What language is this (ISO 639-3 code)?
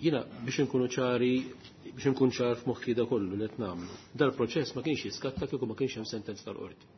mlt